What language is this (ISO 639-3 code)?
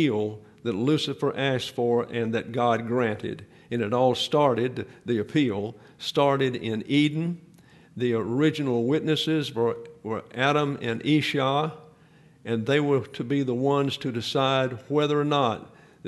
eng